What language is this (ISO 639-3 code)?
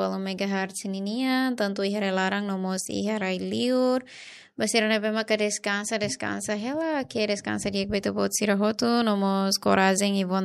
tet